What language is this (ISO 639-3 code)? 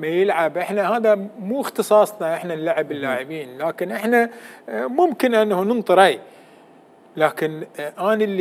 acm